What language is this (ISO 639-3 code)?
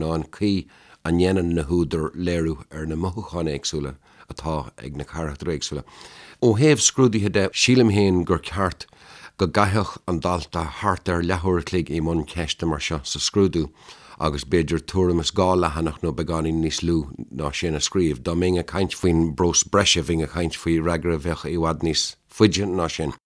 gle